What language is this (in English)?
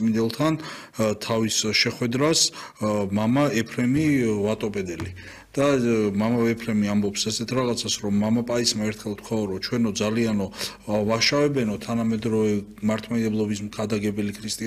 Georgian